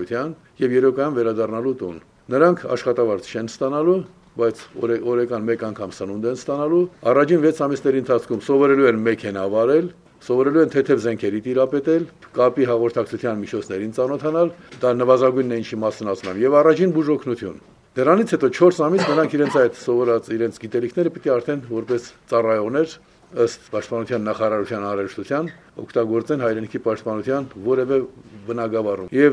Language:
Armenian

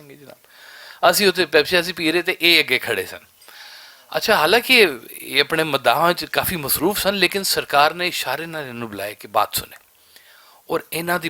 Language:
Western Panjabi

